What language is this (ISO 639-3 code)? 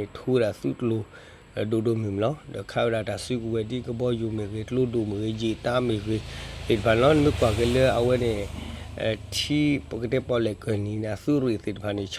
ksw